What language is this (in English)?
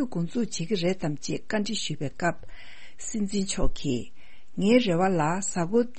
Tibetan